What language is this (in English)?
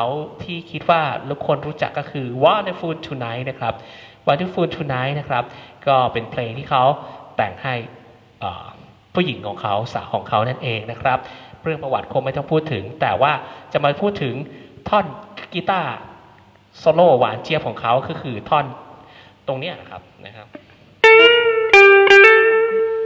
Thai